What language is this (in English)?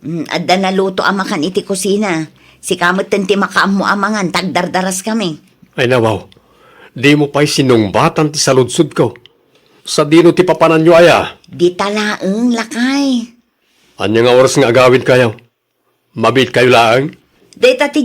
Iloko